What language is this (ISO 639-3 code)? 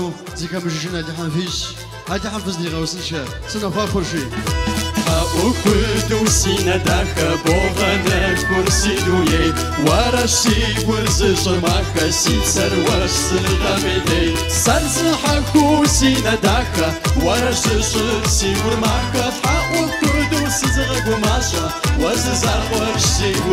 kbd